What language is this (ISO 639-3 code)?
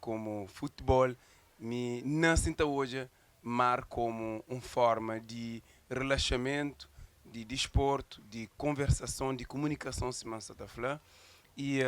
kea